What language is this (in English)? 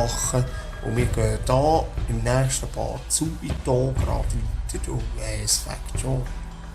Swiss German